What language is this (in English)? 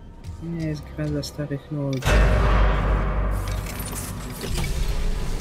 Polish